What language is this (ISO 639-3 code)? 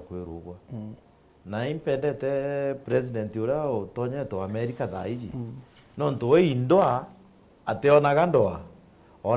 mer